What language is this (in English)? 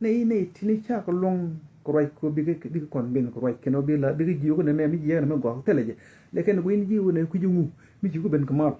Nuer